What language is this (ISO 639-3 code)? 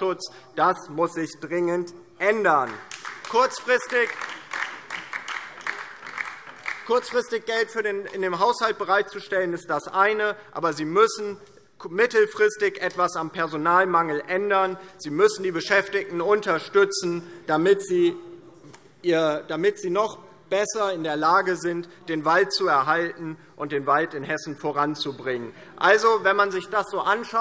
deu